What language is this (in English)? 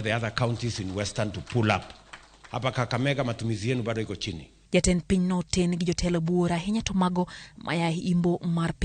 Luo (Kenya and Tanzania)